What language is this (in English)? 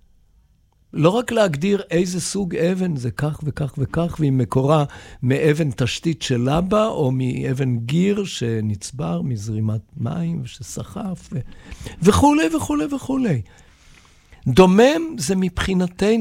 Hebrew